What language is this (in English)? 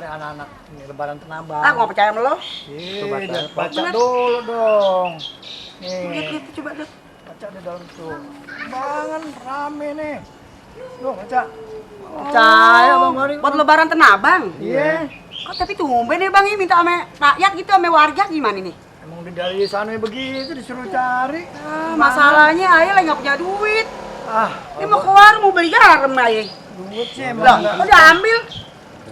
Betawi